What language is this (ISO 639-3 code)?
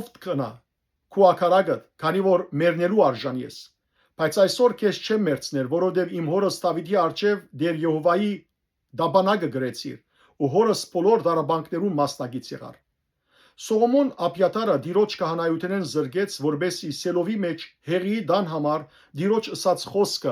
hyw